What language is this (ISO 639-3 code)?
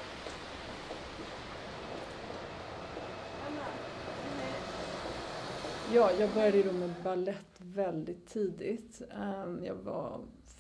swe